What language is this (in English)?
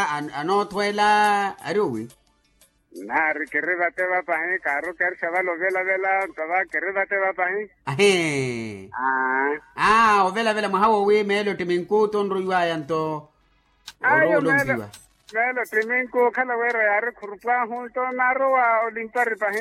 Makhuwa